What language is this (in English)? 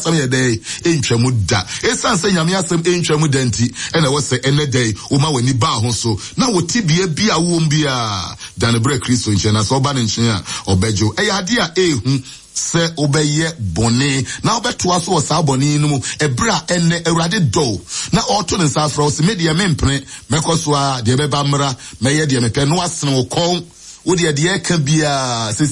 Akan